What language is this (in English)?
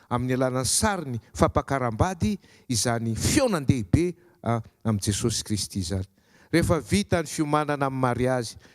Malagasy